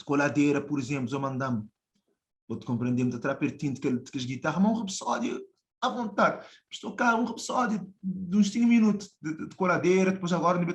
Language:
Kabuverdianu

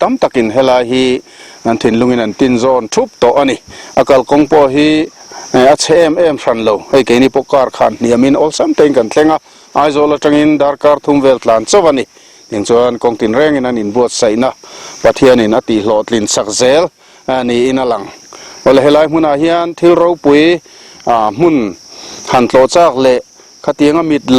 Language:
Mizo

